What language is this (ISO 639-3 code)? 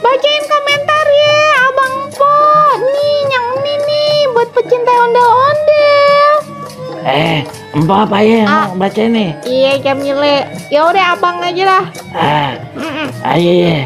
bew